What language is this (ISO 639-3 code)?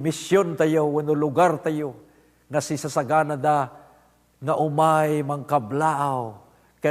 ilo